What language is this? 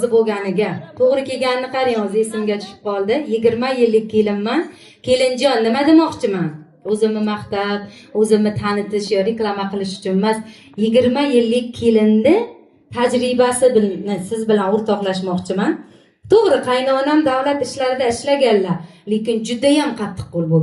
Uzbek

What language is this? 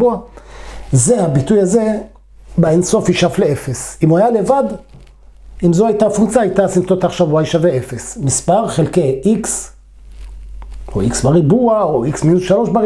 Hebrew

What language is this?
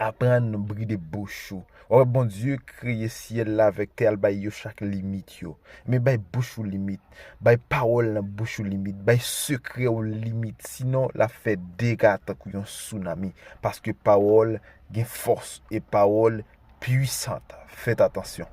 Haitian Creole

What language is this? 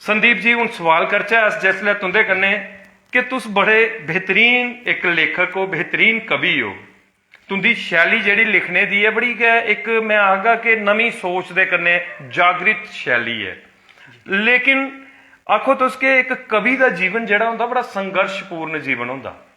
Dogri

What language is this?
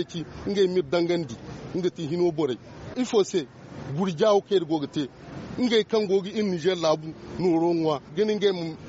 Zarma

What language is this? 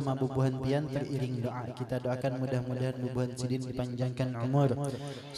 Banjar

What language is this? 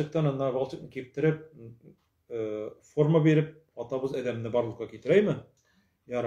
Tatar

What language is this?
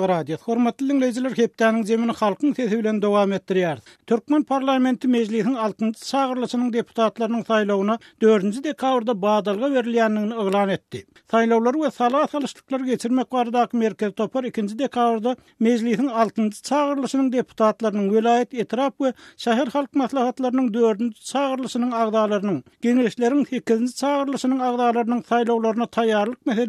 Turkmen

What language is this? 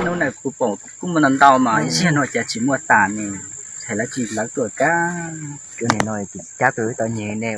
Hmong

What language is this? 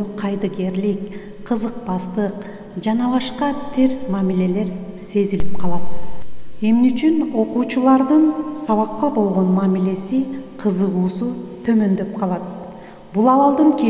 Kyrgyz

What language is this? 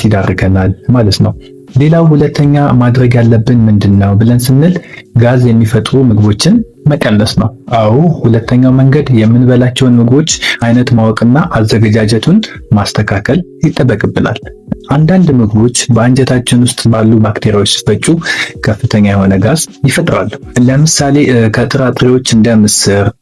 Amharic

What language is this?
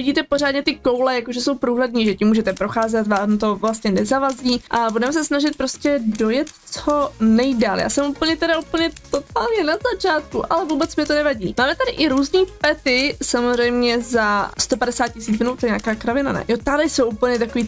Czech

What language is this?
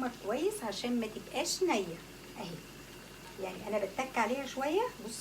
Egyptian Arabic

